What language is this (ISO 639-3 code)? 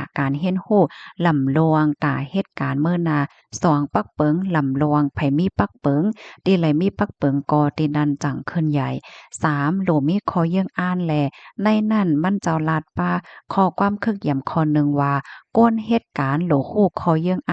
shn